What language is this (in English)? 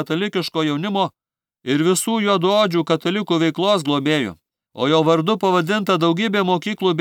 Lithuanian